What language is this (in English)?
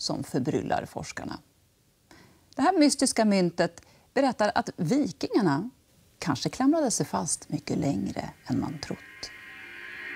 Swedish